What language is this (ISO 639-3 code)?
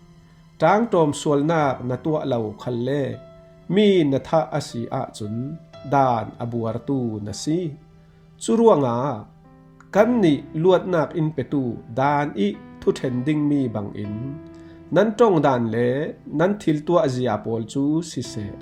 cfm